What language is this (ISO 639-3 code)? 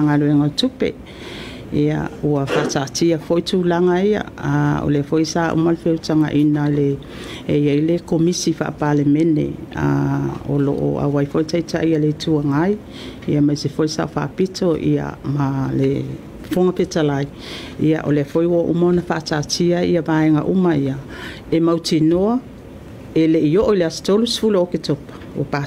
smo